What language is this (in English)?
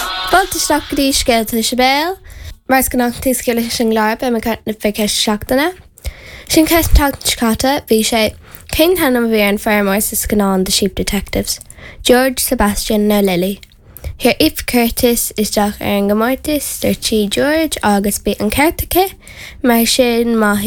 Irish